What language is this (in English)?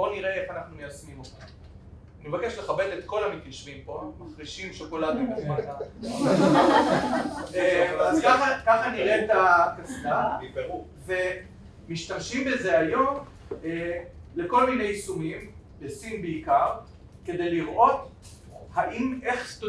Hebrew